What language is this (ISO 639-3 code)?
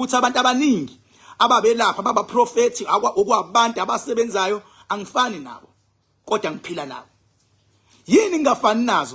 zul